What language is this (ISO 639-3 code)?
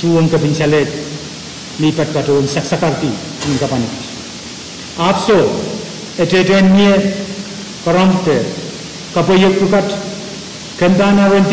pon